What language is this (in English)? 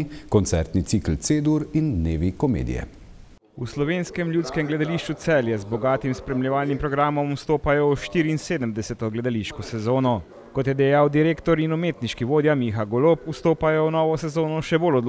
Slovenian